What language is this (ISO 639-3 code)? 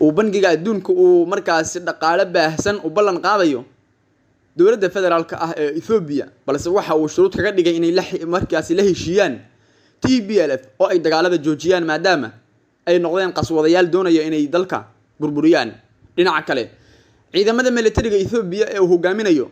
som